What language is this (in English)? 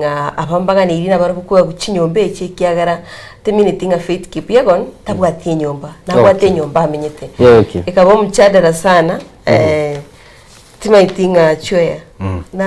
Gusii